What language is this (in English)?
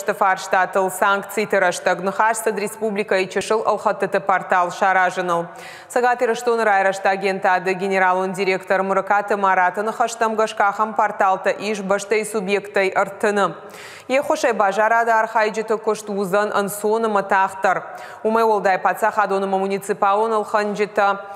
Ossetic